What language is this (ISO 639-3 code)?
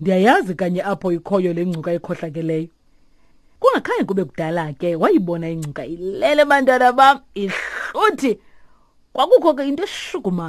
xho